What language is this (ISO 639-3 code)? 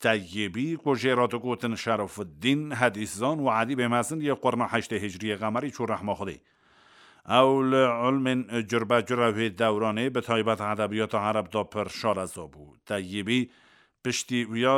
kur